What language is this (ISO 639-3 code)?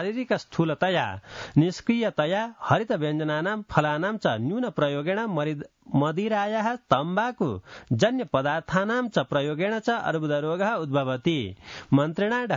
san